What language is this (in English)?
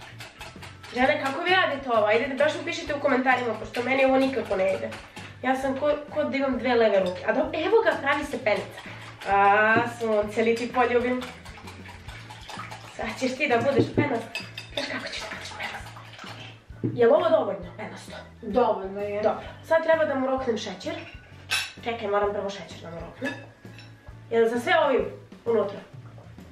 Serbian